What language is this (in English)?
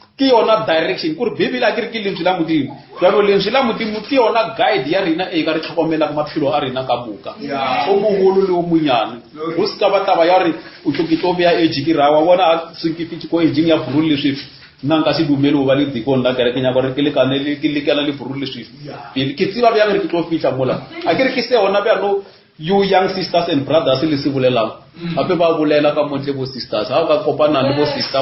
Northern Sotho